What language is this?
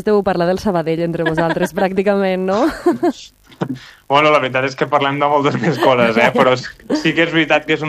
Catalan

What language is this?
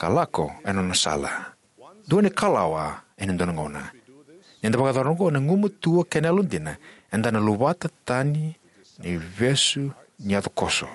Fijian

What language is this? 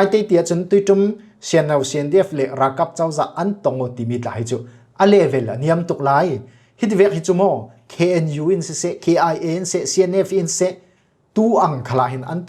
Falam Chin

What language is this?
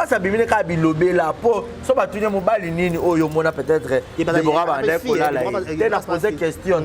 Lingala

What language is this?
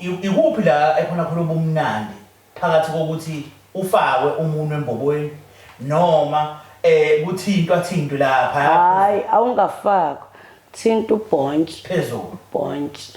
Zulu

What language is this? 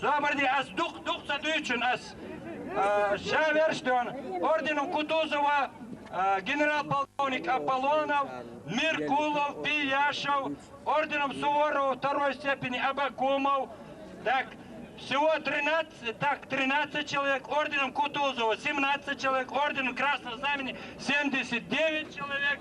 Chechen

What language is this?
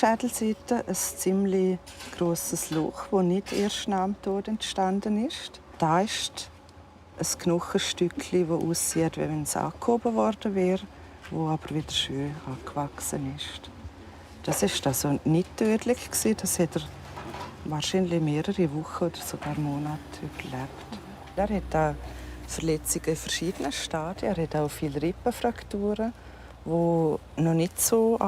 Romansh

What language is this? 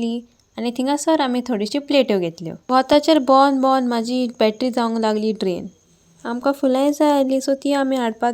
Konkani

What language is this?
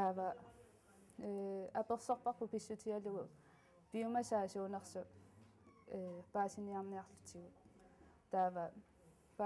Kalaallisut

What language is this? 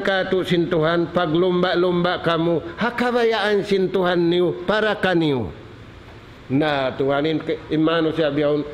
Tausug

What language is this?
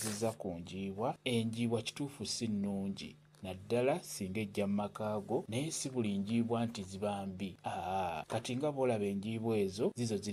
Ganda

